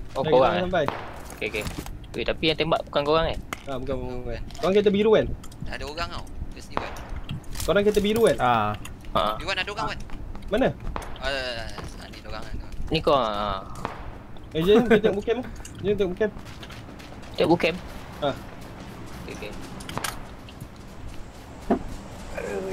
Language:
Malay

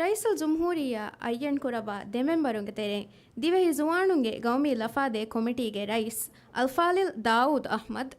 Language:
Divehi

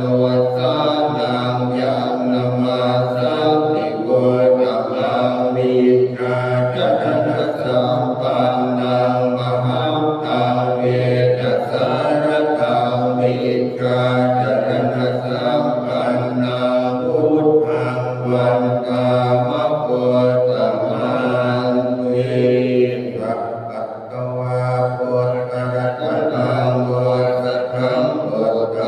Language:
Pali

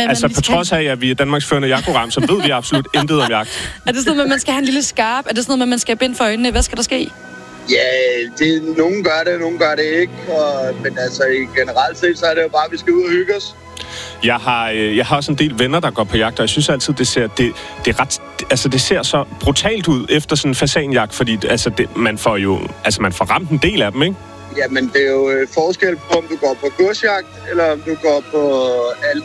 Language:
Danish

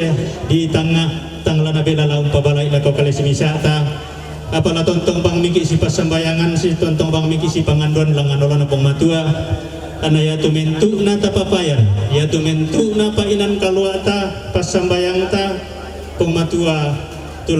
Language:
Toraja-Sa'dan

